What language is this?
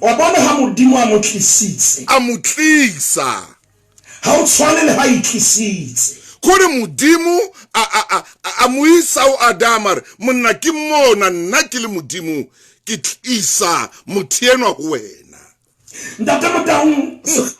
Southern Sotho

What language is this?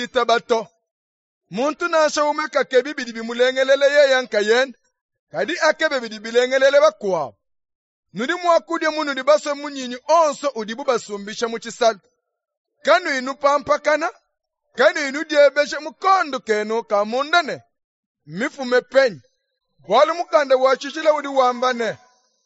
Luba-Lulua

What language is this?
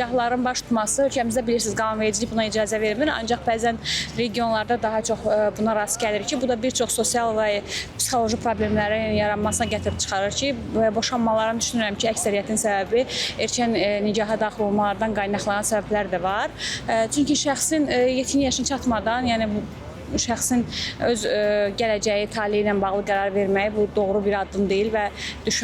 Azerbaijani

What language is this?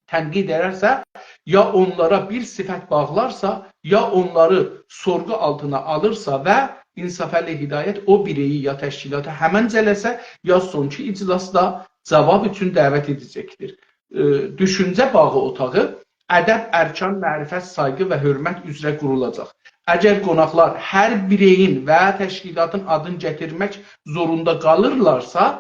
South Azerbaijani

